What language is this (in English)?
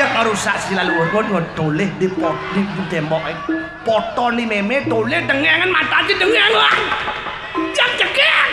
Balinese